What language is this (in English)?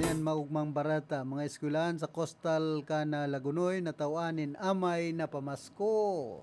Bikol